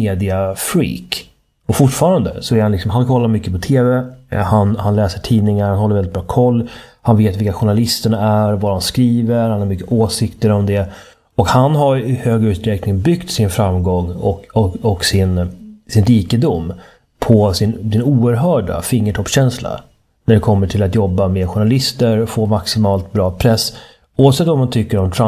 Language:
Swedish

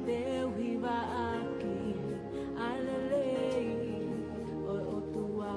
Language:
Tongan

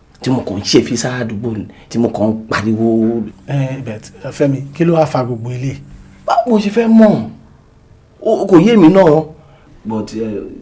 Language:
Yoruba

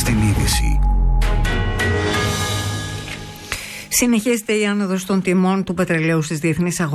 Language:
Greek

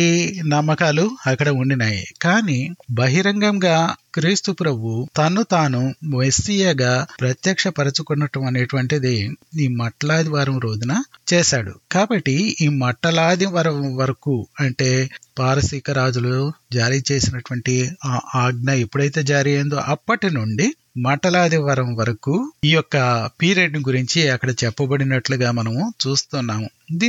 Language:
Telugu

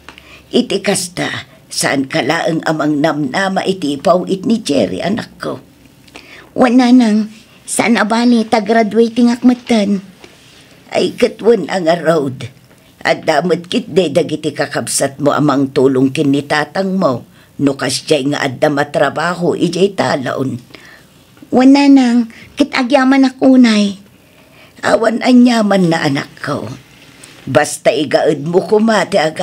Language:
Iloko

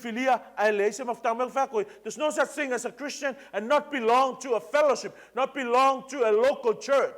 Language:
Samoan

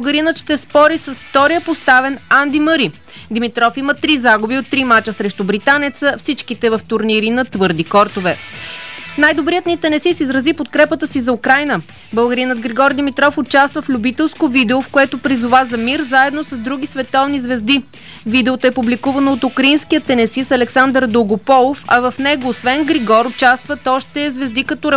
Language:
Bulgarian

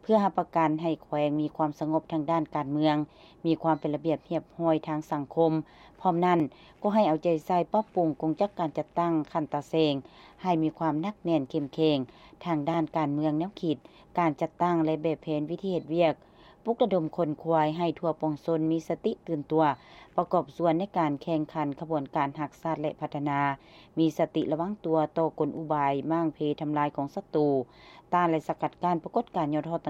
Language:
Lao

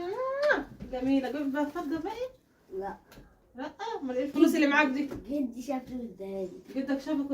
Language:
Egyptian Arabic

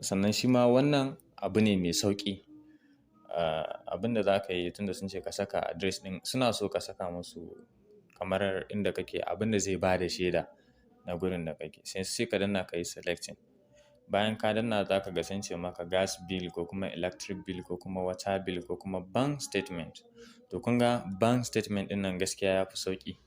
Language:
Hausa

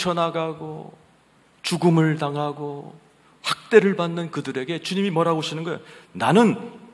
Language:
Korean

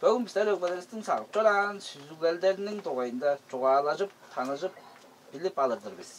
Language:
Tuvinian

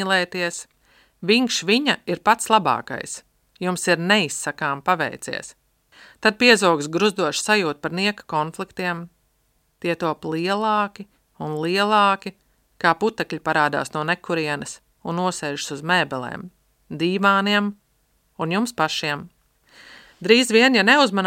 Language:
Latvian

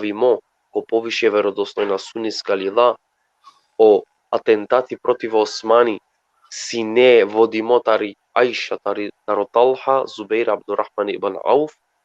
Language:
Balkan Romani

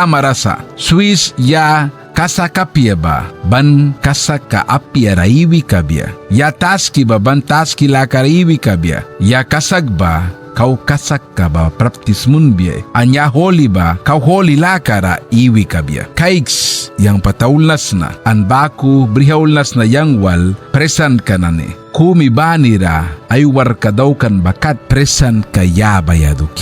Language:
Mískito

